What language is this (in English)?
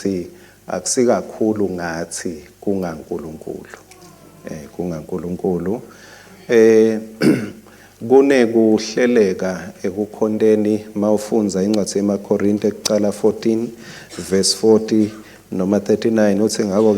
Swati